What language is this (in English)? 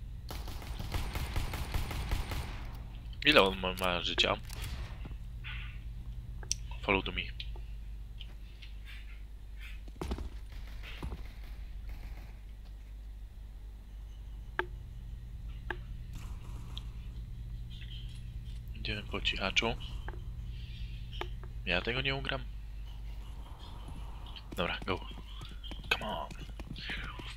Polish